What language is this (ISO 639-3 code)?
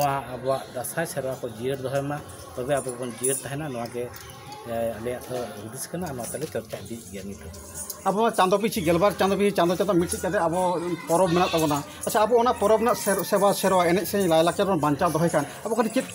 sat